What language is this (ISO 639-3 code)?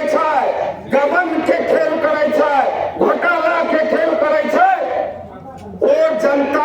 mai